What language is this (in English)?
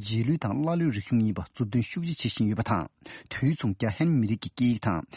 Tibetan